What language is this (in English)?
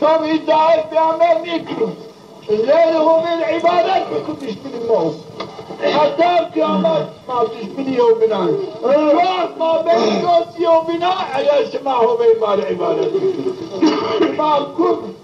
Zaza